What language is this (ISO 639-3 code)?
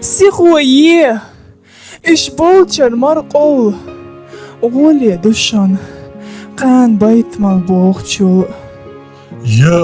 che